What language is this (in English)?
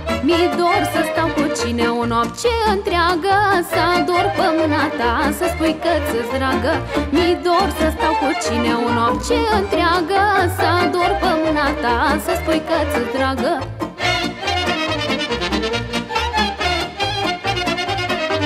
Romanian